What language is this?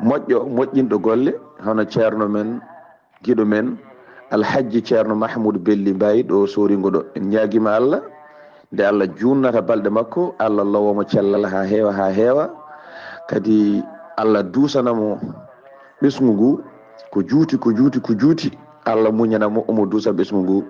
Fula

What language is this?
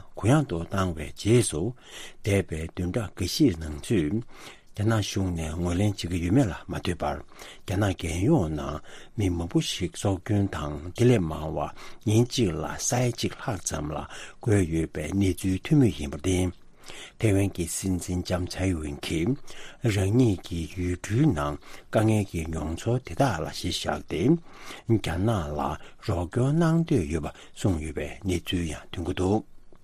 Tibetan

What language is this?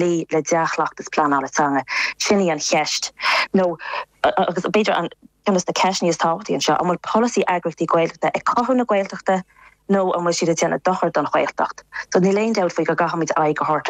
Irish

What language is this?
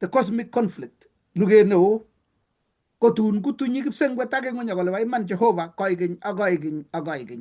Kalenjin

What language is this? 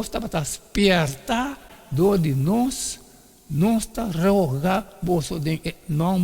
Papiamento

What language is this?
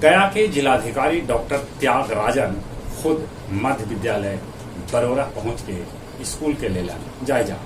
Magahi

